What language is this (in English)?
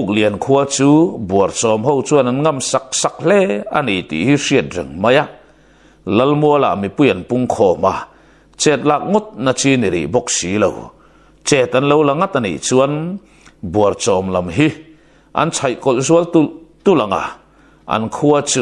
Mizo